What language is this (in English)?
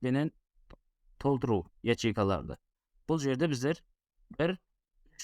Kara-Kalpak